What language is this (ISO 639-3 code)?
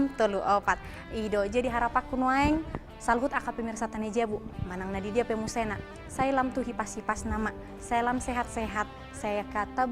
bbc